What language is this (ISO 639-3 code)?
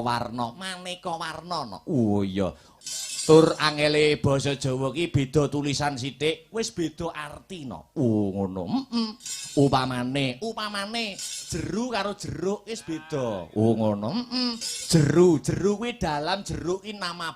jav